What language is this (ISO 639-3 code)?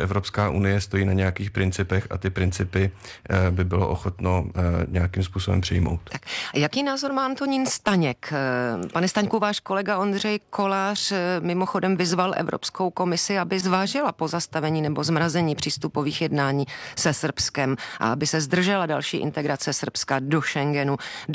ces